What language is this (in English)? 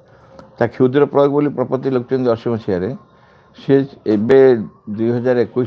Odia